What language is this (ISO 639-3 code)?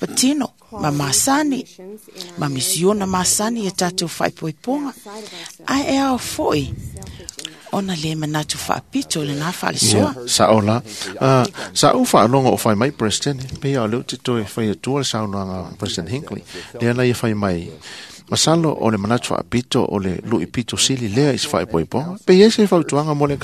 smo